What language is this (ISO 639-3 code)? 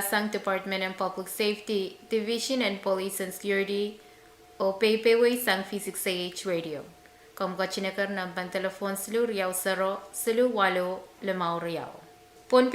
pon